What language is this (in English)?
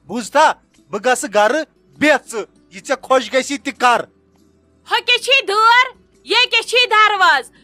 Kashmiri